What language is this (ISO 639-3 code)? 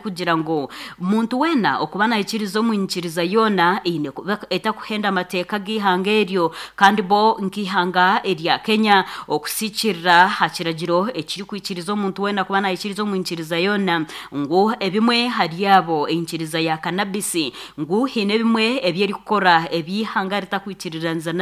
nyn